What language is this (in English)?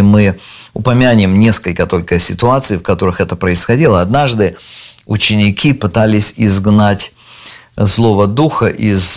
Russian